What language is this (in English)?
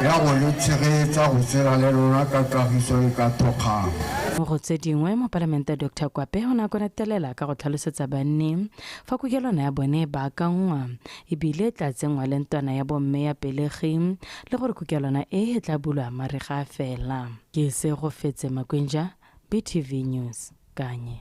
Tswana